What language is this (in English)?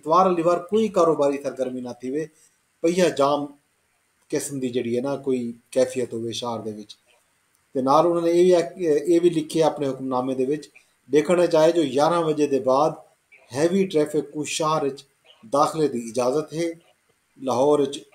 Saraiki